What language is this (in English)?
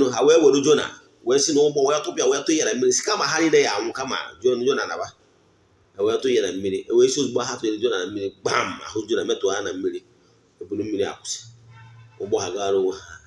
Igbo